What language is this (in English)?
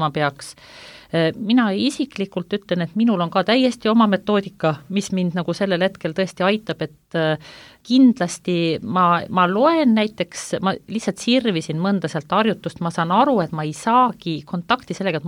Estonian